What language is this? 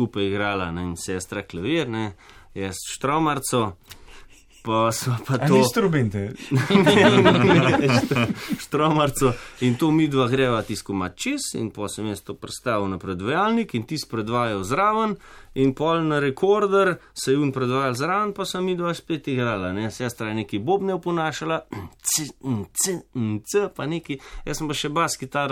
Slovenian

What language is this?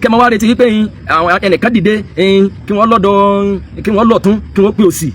Yoruba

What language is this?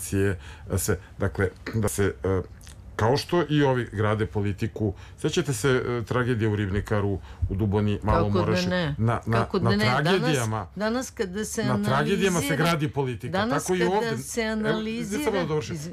Serbian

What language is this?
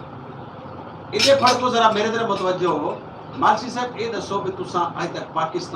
Saraiki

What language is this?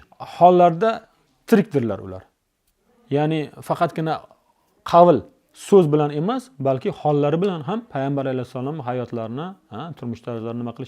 Uzbek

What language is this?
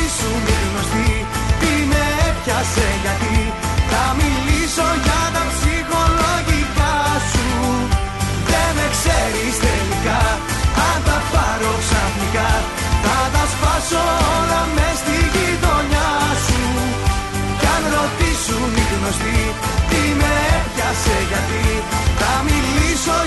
Greek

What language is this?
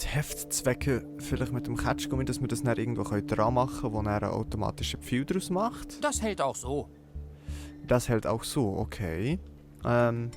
Swiss German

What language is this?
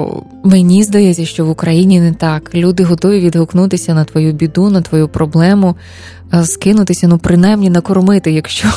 Ukrainian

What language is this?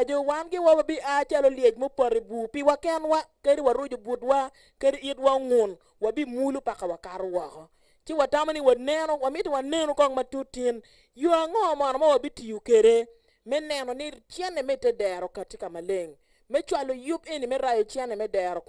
Acoli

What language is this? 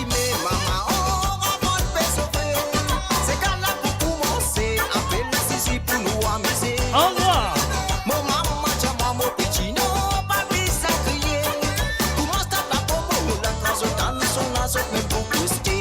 Morisyen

